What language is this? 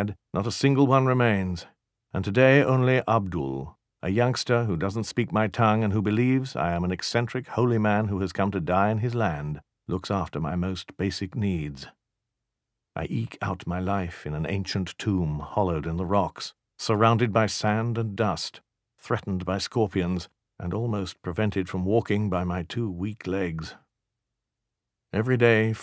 English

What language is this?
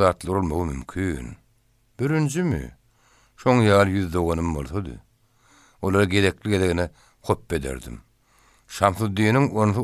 Turkmen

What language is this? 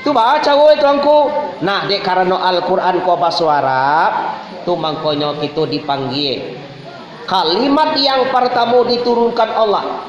Minangkabau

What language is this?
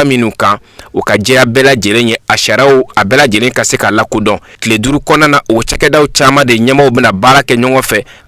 Bambara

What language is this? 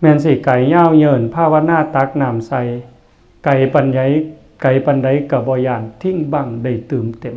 Northeastern Thai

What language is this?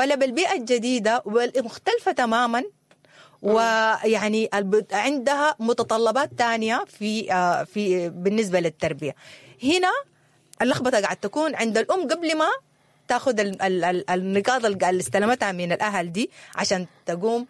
Sudanese Arabic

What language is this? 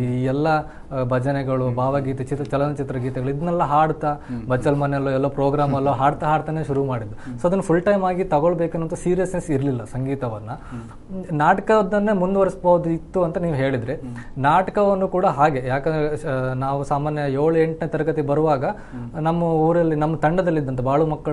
Kannada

